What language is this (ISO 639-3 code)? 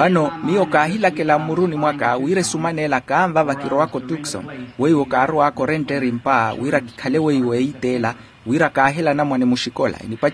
vmw